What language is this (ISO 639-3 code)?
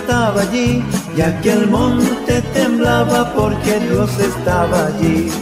spa